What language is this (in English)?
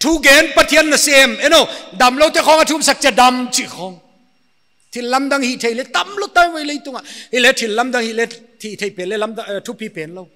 Paite Chin